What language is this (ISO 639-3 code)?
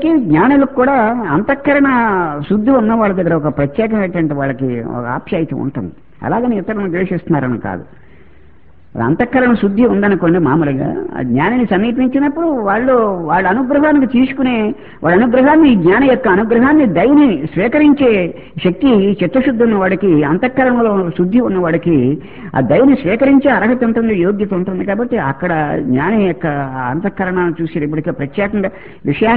tel